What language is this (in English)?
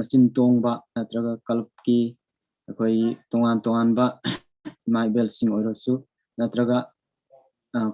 Manipuri